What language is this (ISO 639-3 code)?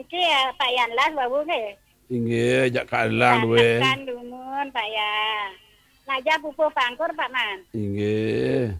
ban